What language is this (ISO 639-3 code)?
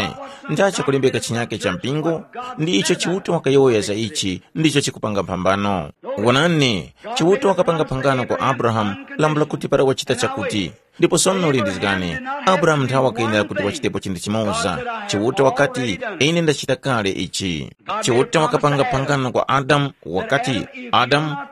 tum